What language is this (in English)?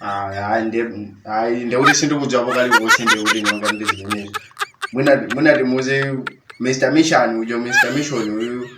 Nyanja